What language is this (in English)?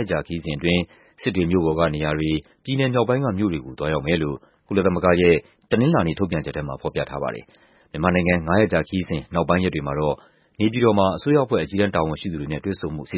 Burmese